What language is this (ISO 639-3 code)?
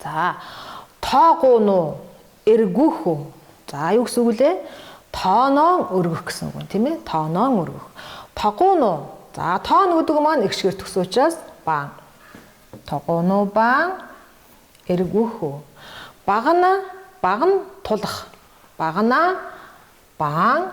mon